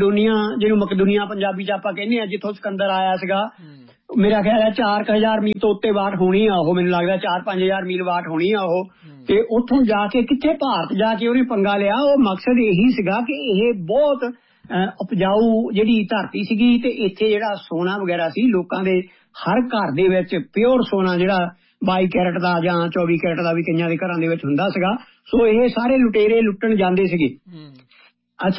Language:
Punjabi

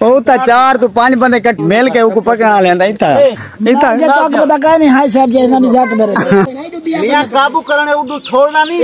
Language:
Saraiki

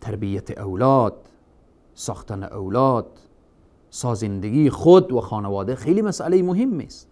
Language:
Persian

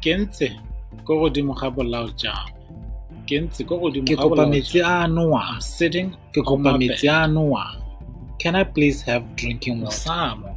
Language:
Tswana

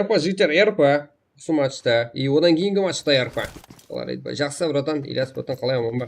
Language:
Kara-Kalpak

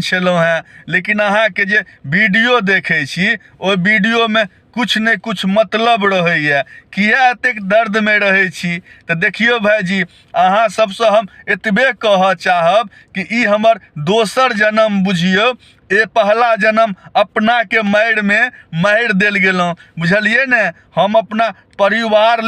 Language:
Maithili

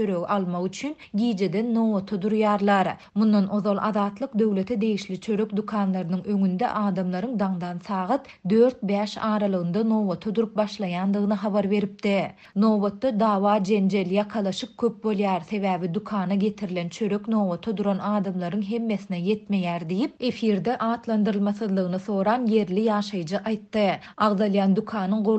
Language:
Turkmen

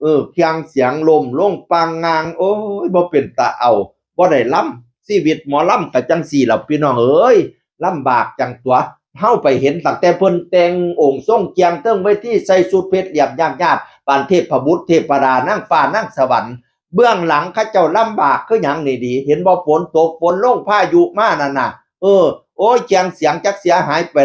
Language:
Northeastern Thai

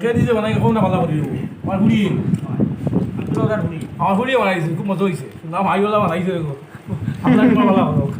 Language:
Sylheti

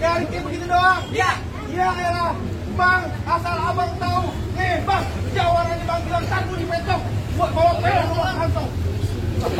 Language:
Betawi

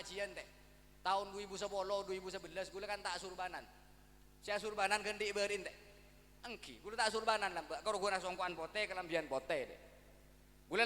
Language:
Madurese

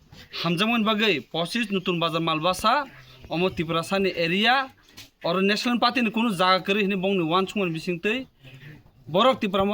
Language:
Kok Borok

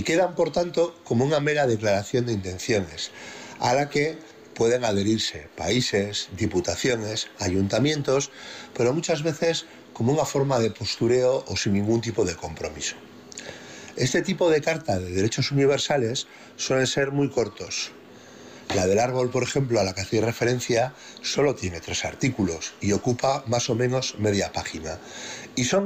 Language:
Spanish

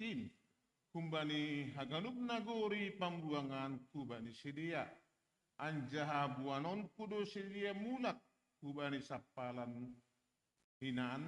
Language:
Batak Simalungun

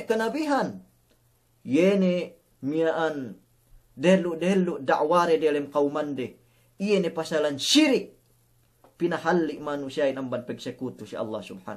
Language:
Yakan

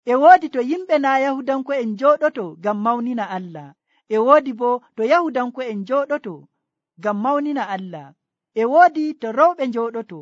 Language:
Nigerian Fulfulde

